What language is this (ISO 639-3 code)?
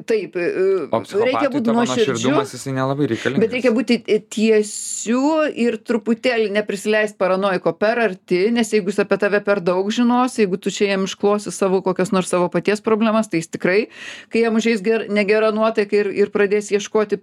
lit